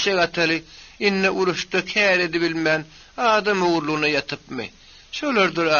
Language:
Turkmen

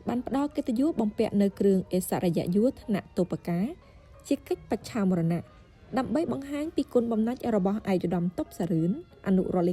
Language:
Khmer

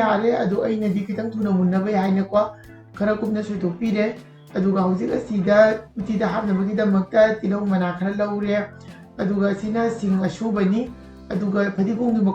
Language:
Manipuri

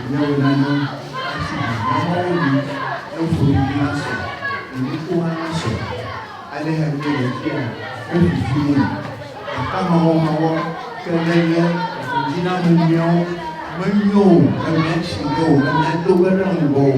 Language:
Ewe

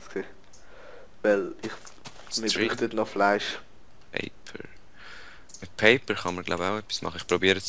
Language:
Swiss German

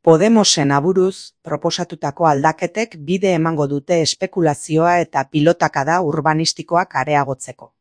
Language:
Basque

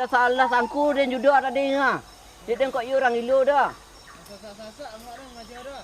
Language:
Minangkabau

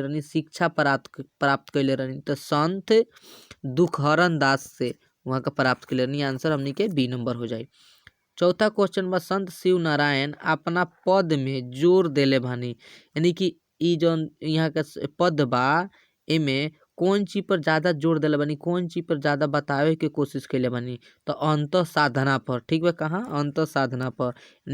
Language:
Bhojpuri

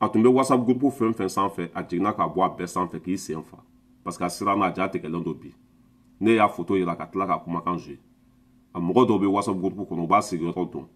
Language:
Bambara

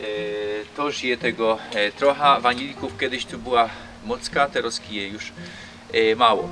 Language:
Silesian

